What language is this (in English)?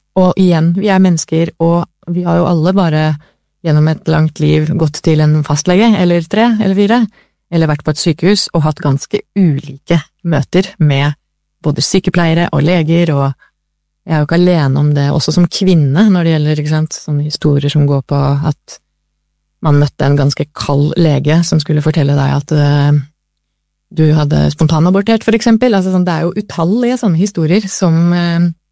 Norwegian